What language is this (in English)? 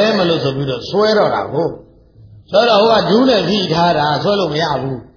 Burmese